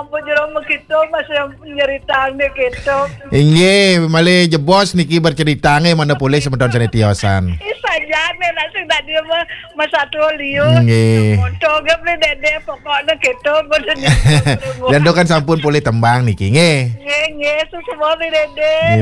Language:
Balinese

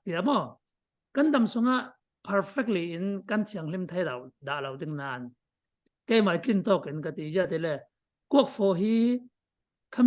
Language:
Falam Chin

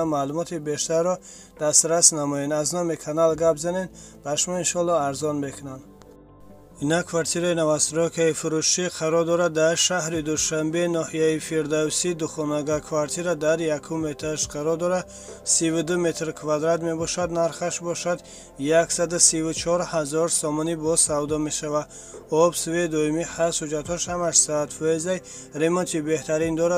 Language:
Tajik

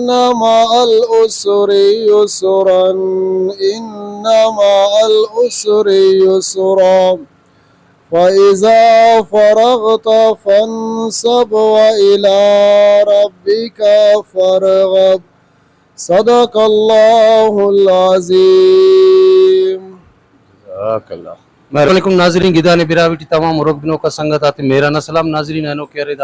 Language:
Brahui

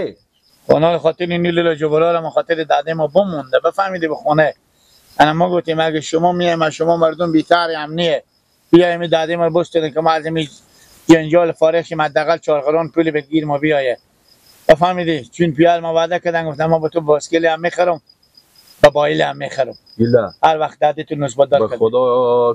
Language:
Persian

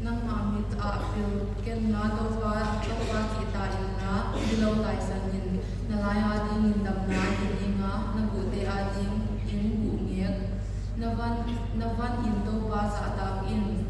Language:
Paite Chin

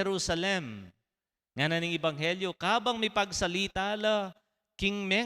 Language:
Pampanga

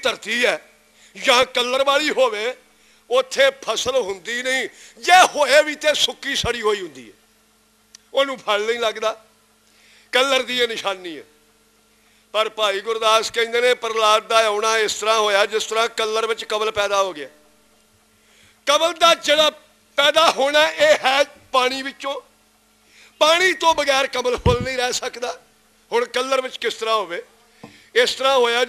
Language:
Punjabi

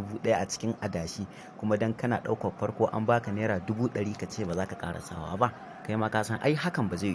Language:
Hausa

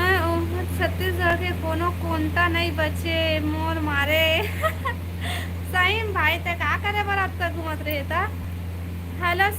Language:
Chhattisgarhi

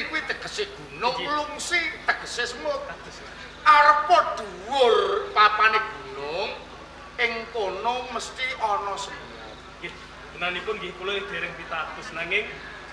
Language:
Javanese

